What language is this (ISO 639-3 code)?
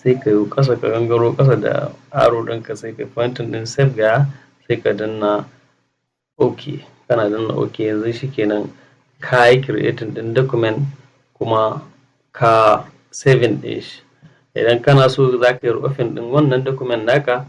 hau